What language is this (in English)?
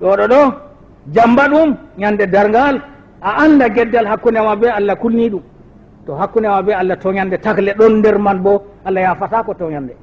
Fula